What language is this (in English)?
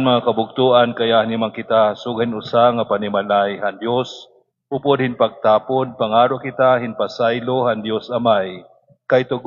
Waray